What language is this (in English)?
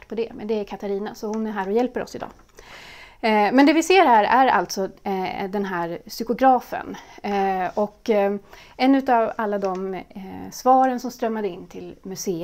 Swedish